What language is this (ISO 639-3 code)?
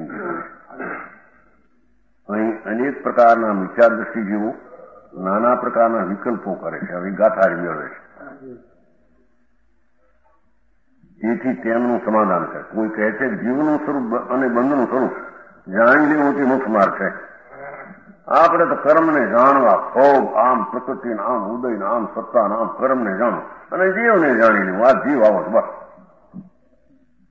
guj